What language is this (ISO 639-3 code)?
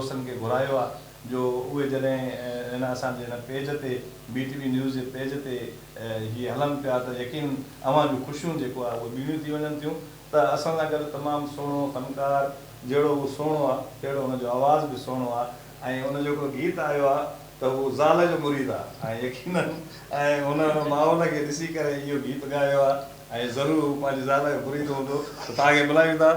snd